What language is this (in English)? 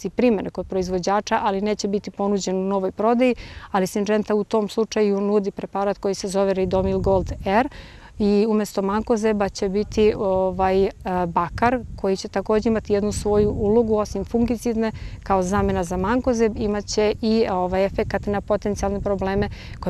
Serbian